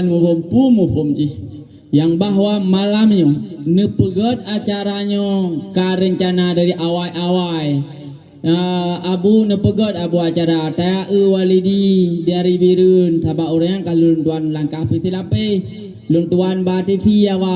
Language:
Achinese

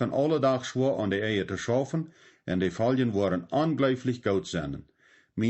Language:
Plautdietsch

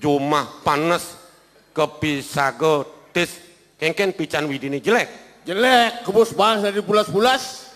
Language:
Balinese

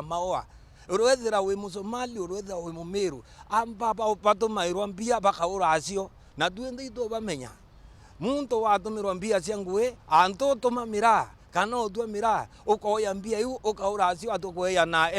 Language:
Meru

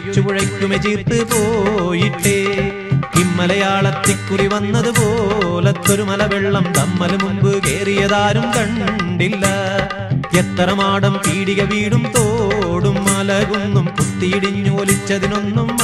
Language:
Malayalam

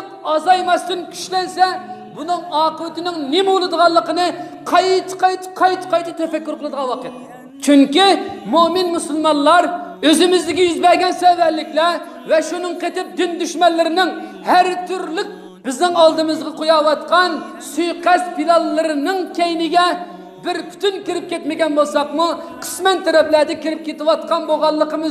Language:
Uyghur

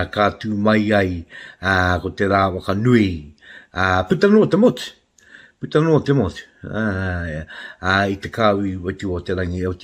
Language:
Māori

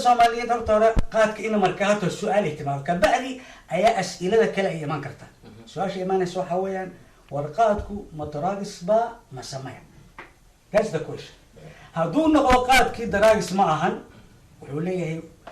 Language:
Somali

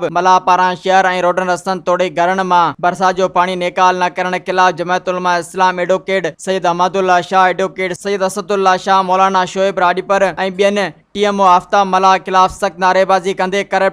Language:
Sindhi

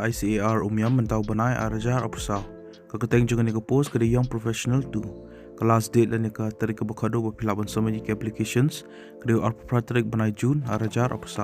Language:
Khasi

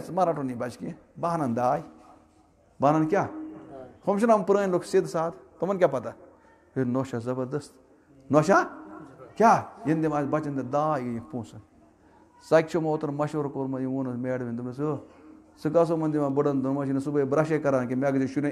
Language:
Kashmiri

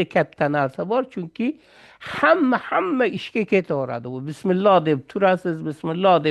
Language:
Uzbek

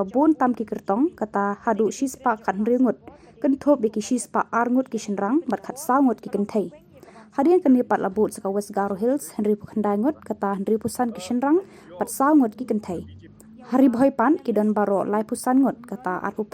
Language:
Khasi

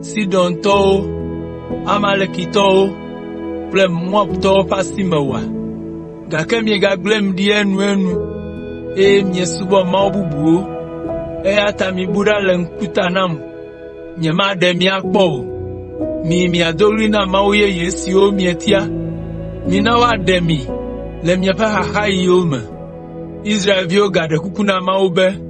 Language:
Ewe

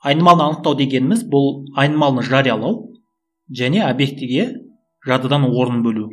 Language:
Kazakh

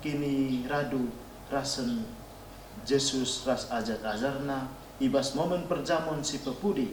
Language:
Batak Karo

